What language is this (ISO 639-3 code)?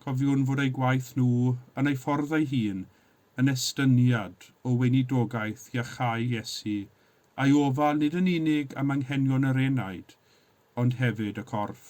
cym